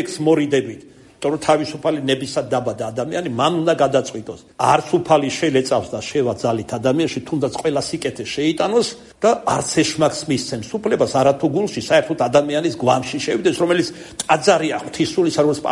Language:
Georgian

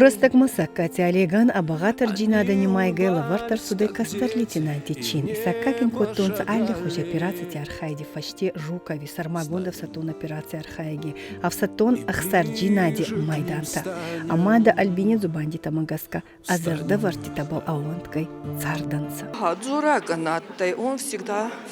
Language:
Ossetic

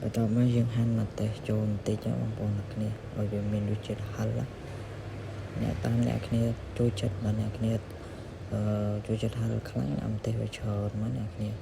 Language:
Khmer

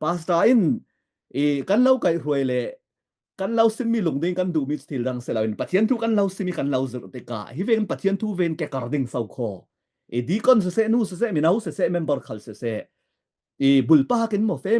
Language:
Falam Chin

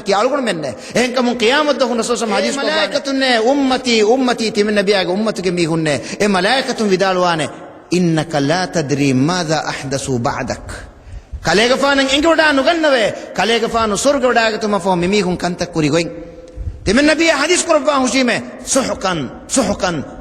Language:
Divehi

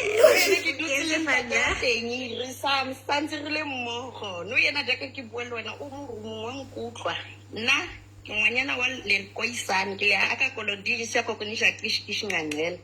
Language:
Southern Sotho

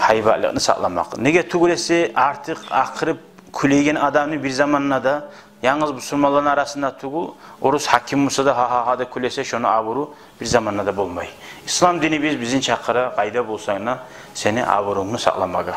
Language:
Kumyk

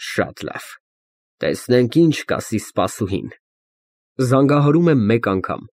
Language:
Armenian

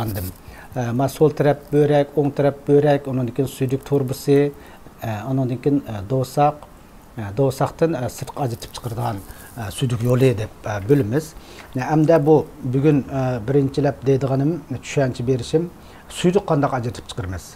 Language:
Uyghur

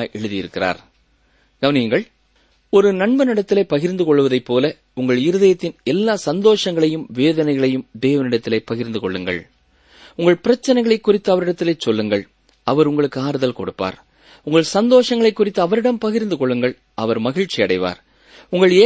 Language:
Tamil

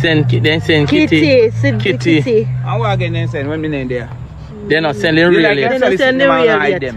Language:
Jamaican Creole English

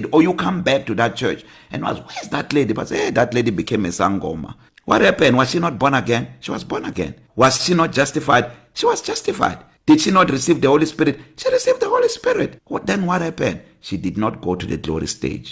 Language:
English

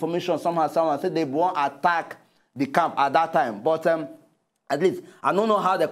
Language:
Nigerian Pidgin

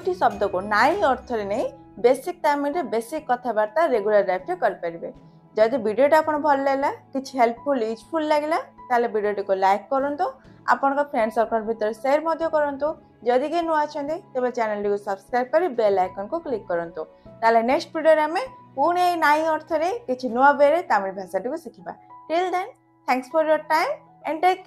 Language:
Odia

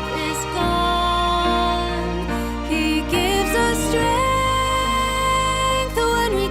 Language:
Tahitian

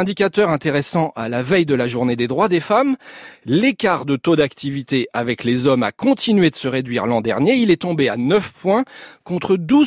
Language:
French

